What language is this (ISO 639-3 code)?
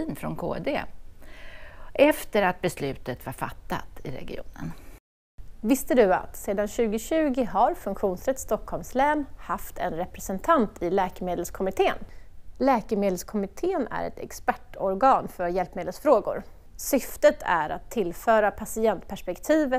swe